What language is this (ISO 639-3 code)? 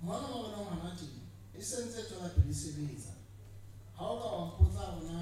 sot